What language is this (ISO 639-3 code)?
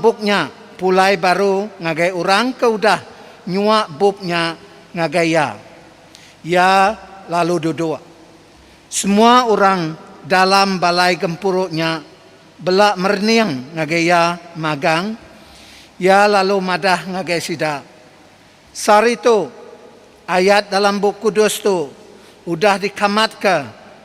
iba